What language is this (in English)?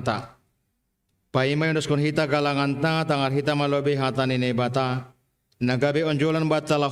Batak Simalungun